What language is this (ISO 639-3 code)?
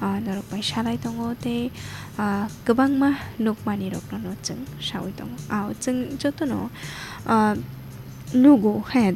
trp